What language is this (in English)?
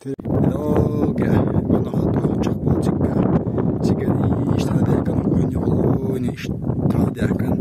Chechen